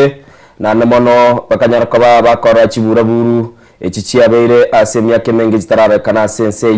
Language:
Gusii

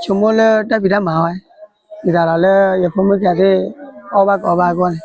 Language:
S'gaw Karen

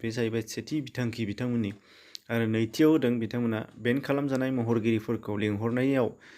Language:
Bodo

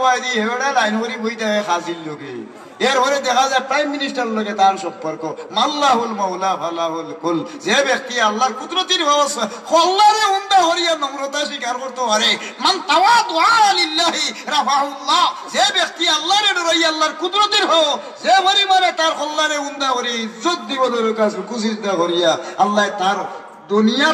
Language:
Sylheti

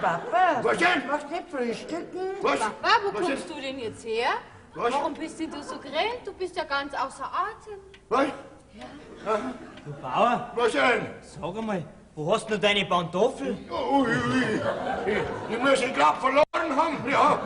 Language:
Bavarian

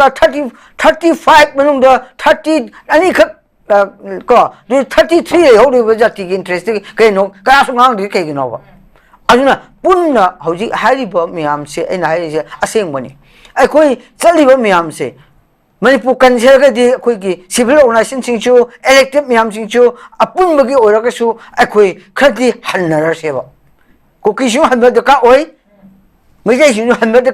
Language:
Manipuri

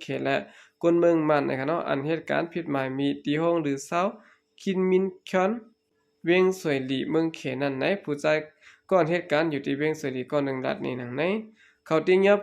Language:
Shan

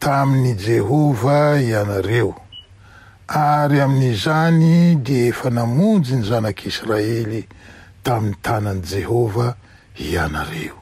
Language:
Malagasy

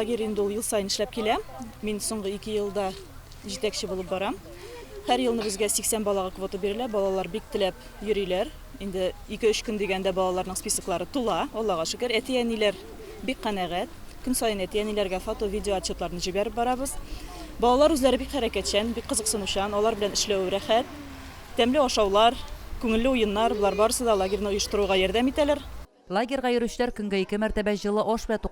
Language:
Tatar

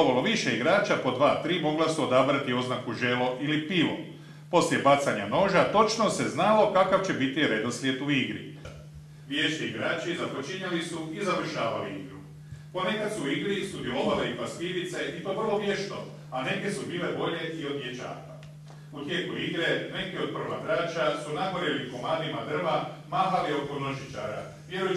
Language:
Croatian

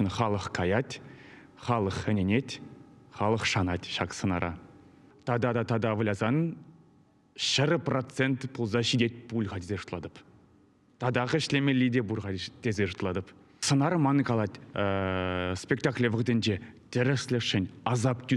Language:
Chuvash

